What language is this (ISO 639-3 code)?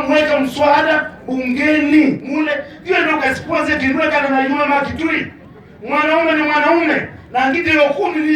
kam